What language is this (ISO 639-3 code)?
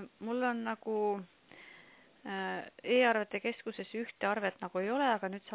est